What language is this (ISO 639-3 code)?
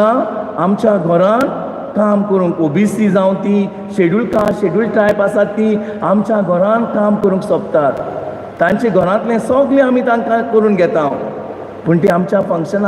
kok